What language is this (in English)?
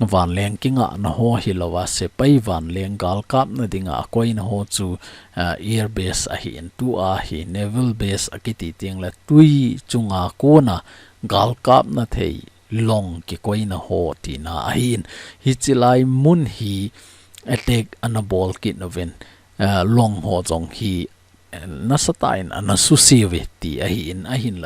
Thado Chin